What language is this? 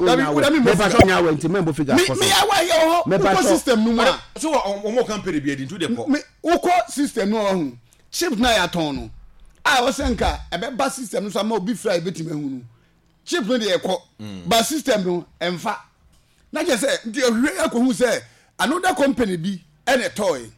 Akan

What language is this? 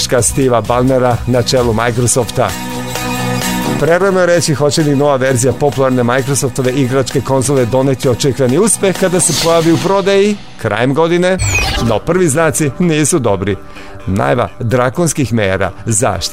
Serbian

